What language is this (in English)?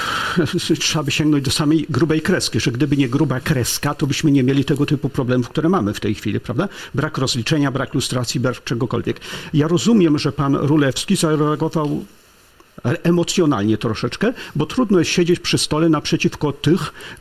Polish